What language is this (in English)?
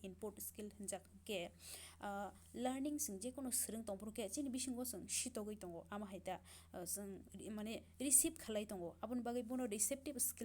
Kok Borok